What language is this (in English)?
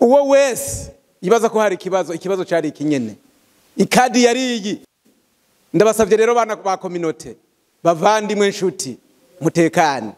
Rundi